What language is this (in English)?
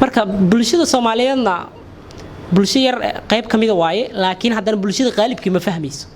Somali